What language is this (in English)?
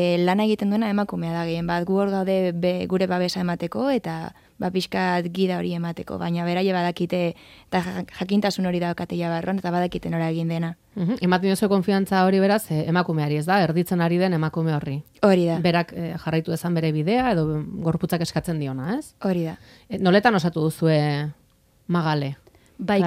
Basque